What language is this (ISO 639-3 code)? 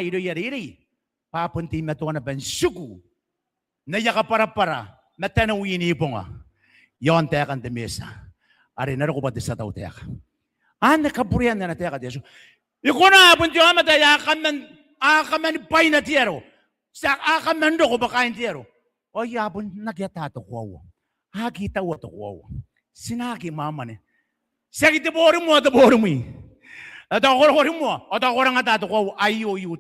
gil